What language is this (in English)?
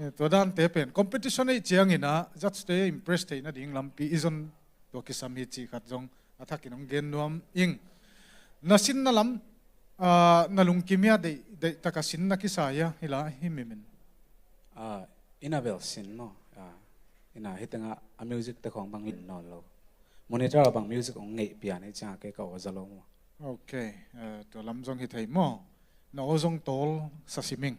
Tedim Chin